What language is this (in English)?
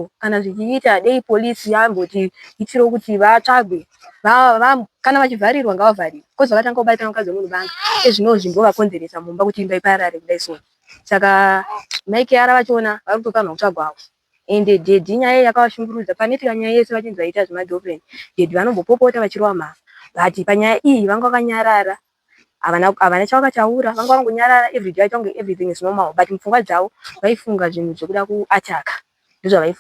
Shona